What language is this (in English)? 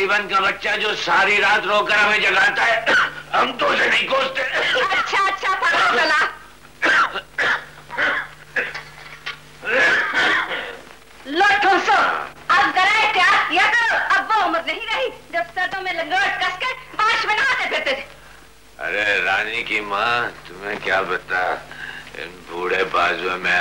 Hindi